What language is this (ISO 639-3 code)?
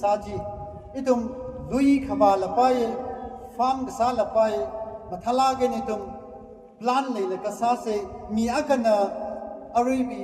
nmf